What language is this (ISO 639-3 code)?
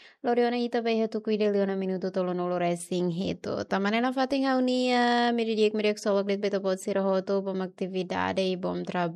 tet